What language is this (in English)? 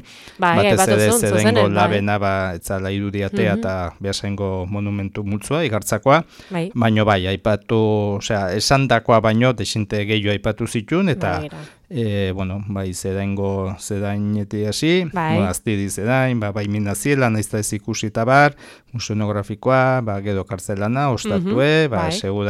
Basque